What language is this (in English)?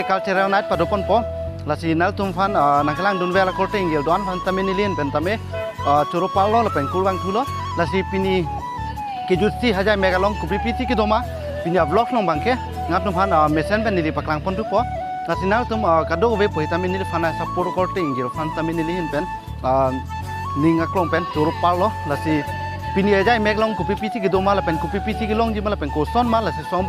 Karbi